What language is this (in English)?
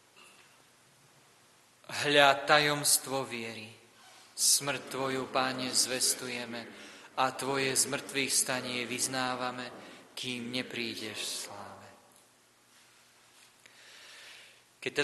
Slovak